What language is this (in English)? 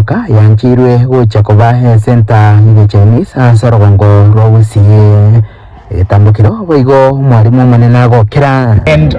Gusii